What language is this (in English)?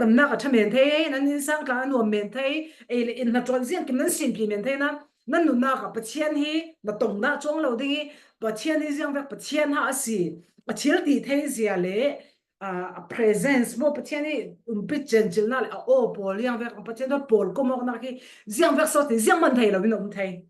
Falam Chin